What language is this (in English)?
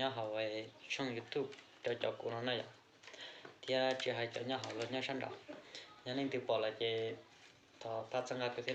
Hmong